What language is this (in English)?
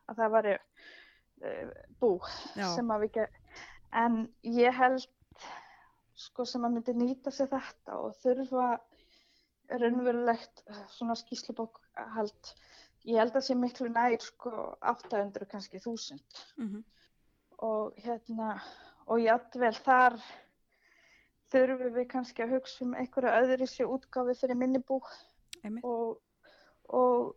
Icelandic